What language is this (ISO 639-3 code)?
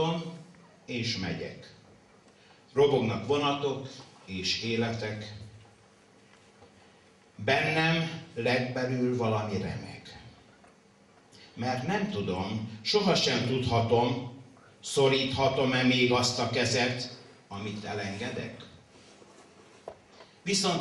hun